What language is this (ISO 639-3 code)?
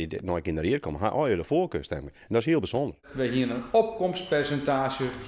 fry